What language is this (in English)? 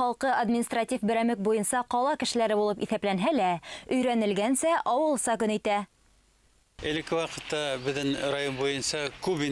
Bashkir